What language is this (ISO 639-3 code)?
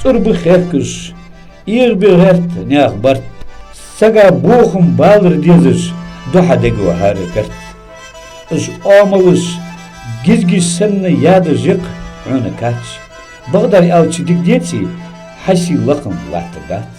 inh